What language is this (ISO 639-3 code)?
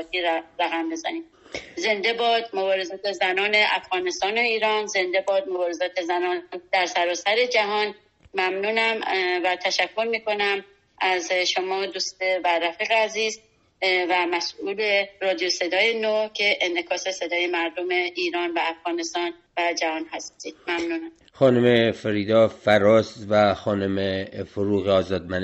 fas